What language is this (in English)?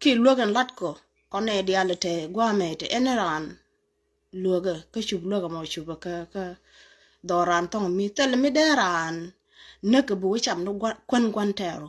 Nuer